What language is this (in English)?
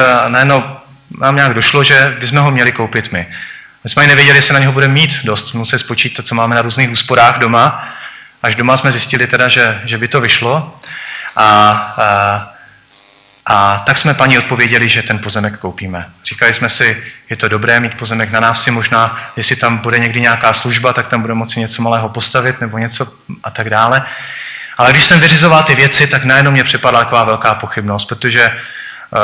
Czech